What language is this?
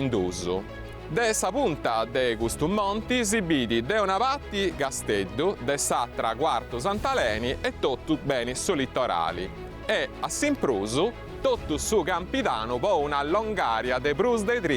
Sardinian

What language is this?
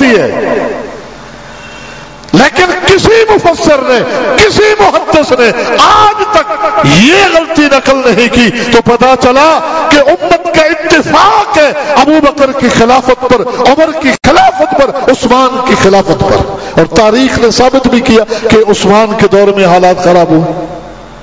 Urdu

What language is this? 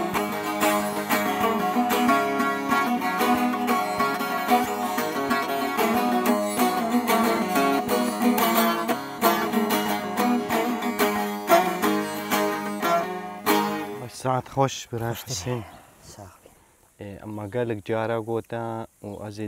Kurdish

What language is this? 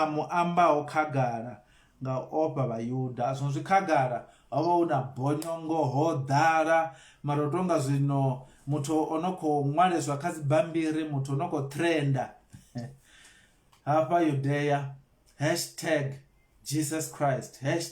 Venda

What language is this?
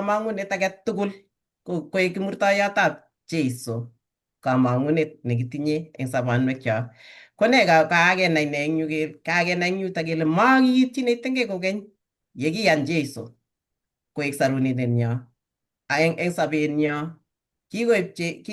Kalenjin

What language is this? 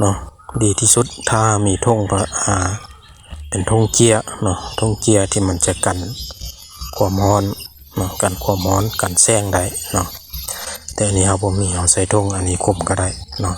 Lao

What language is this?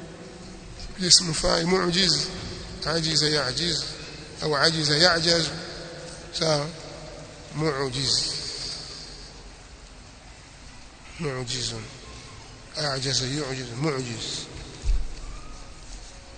Swahili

